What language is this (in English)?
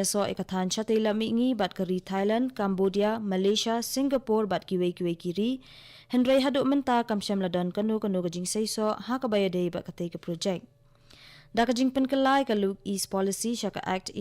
Khasi